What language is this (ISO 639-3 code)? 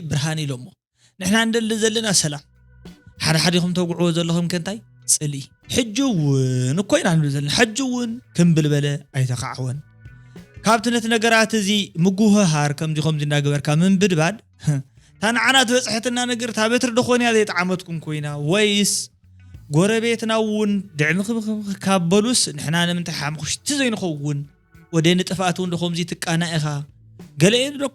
tir